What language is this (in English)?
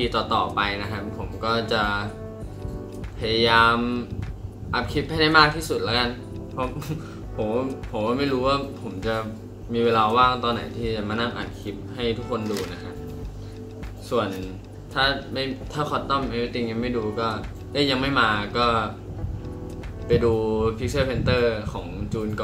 Thai